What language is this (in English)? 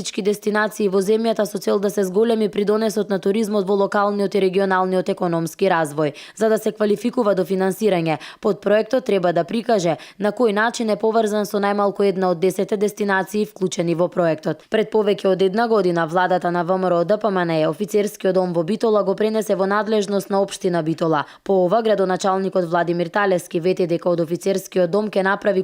Macedonian